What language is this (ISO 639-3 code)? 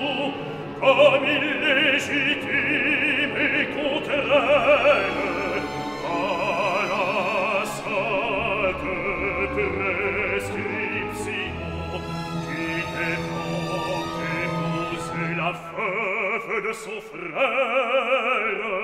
fra